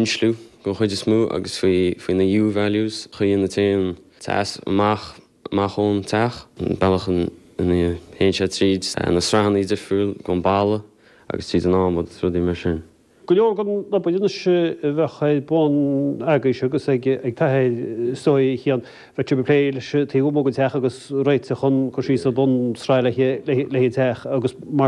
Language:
Irish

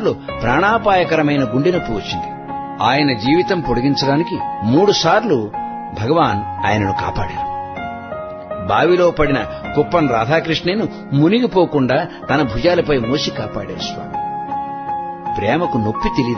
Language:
Telugu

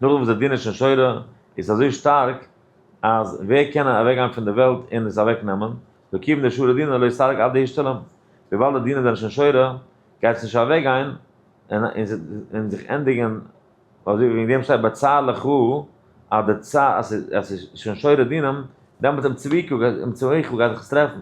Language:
Yiddish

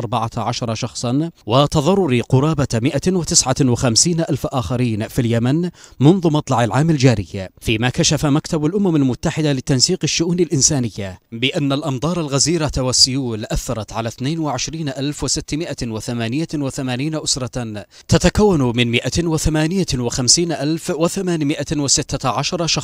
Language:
Arabic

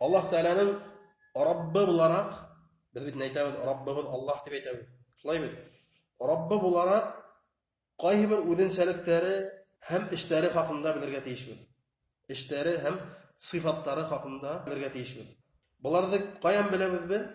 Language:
Bashkir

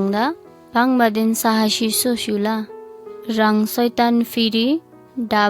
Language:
Eastern Tamang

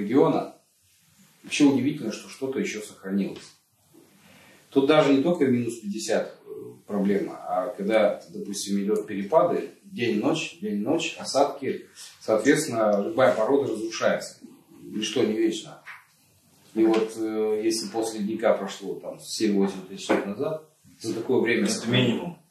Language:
Russian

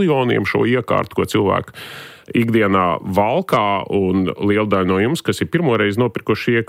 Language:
Latvian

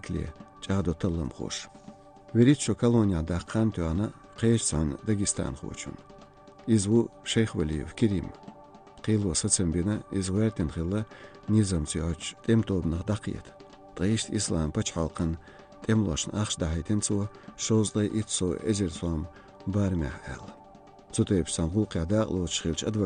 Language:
Chechen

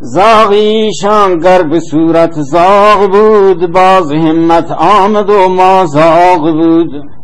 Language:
Baluchi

